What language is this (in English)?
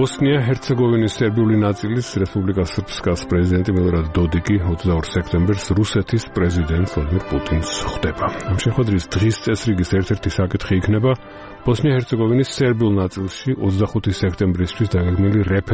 Georgian